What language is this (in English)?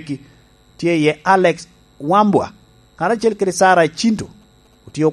Lango (Uganda)